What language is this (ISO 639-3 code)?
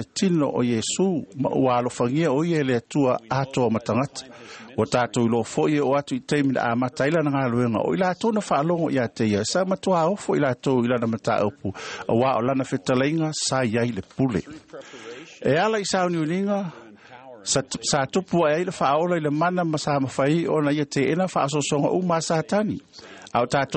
smo